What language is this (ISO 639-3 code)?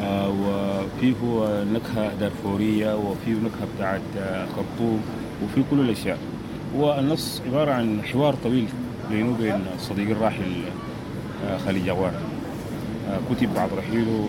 apd